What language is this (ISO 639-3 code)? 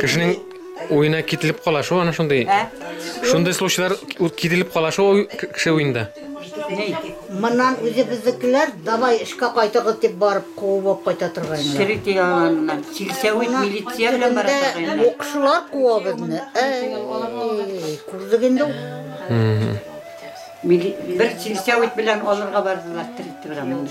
bak